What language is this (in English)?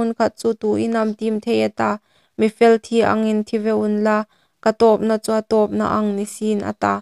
Hmar